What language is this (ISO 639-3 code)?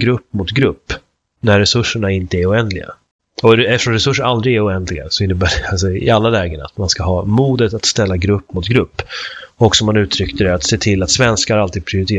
swe